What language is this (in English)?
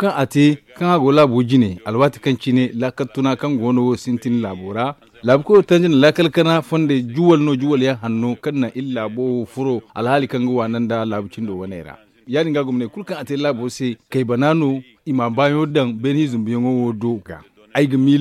Zarma